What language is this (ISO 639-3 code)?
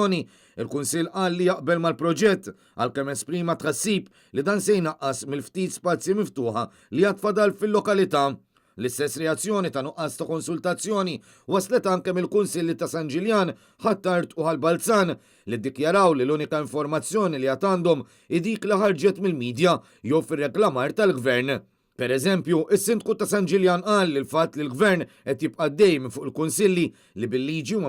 mlt